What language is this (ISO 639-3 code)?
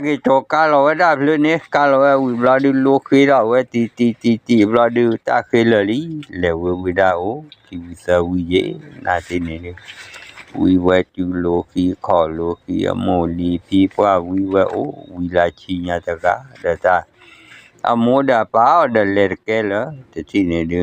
ksw